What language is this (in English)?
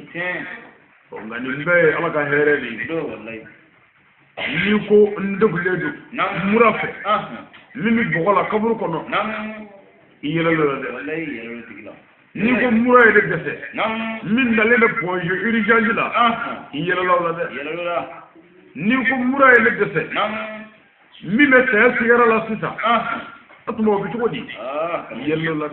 Bambara